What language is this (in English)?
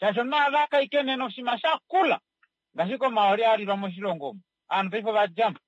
Kuanyama